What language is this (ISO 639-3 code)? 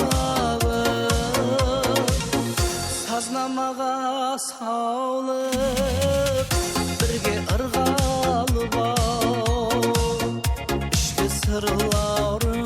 kaa